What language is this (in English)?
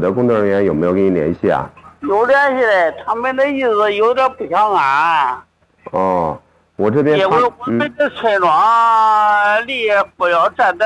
Chinese